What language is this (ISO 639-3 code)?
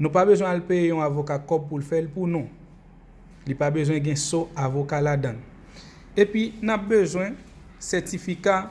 hat